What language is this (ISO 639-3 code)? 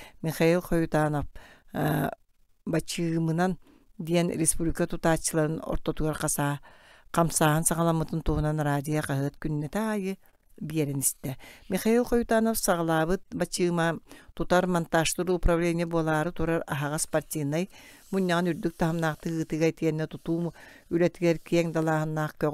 sah